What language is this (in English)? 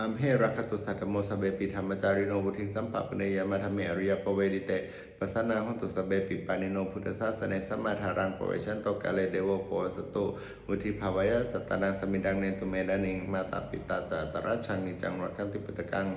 Pali